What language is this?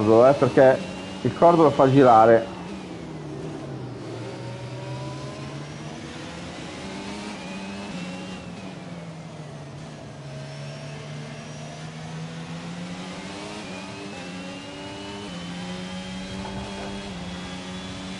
Italian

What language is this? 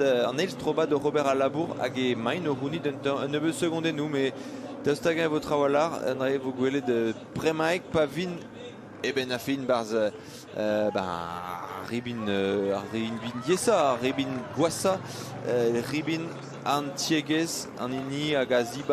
Breton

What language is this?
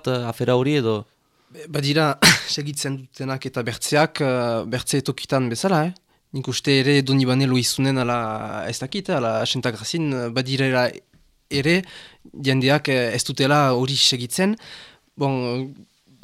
Basque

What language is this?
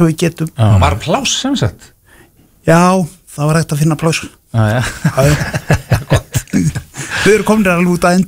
Icelandic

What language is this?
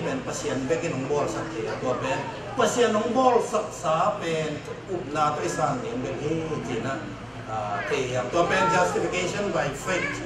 Tedim Chin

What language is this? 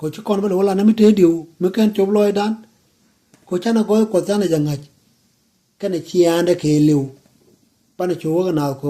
Nuer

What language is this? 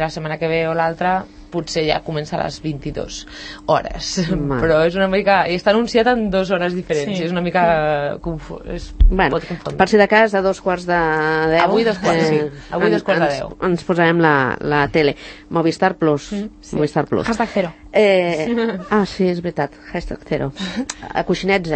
Catalan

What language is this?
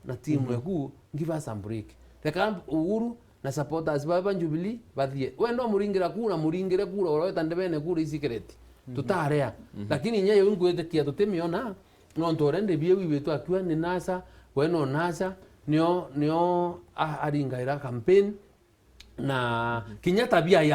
Meru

